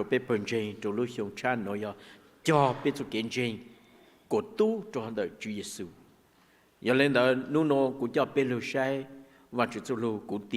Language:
Hmong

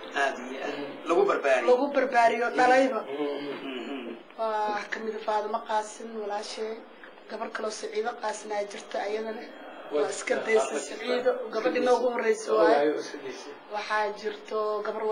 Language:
Somali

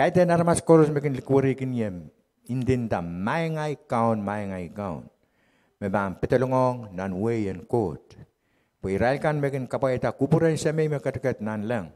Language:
Pohnpeian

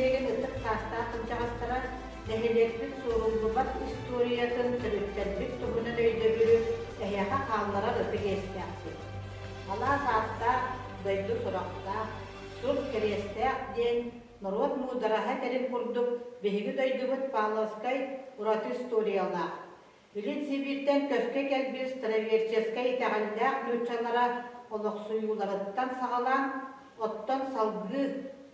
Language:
Yakut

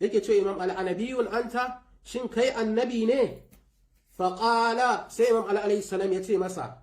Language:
Hausa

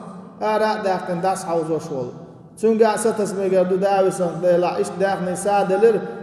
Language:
Chechen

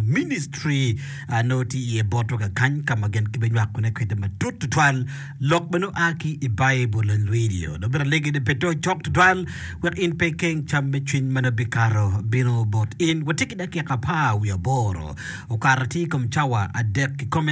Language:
Acoli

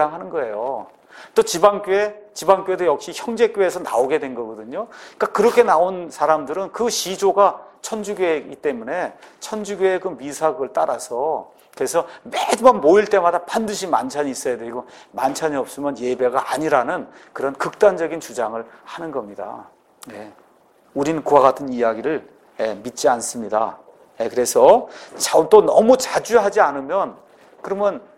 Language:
Korean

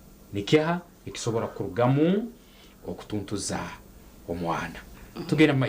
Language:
Nyankole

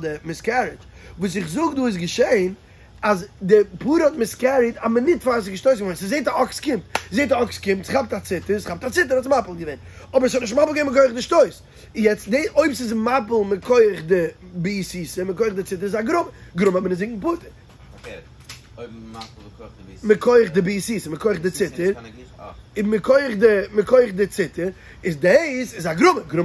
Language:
Yiddish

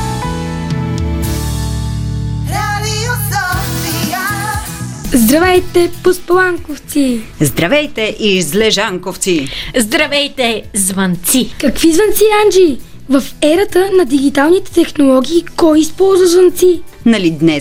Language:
Bulgarian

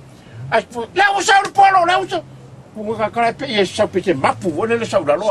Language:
Samoan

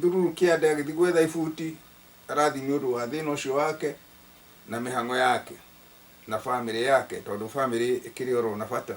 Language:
Kikuyu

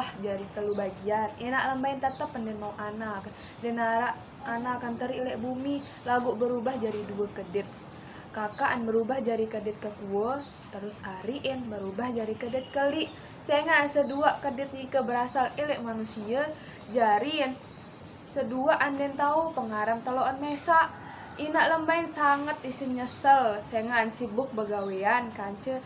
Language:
Sasak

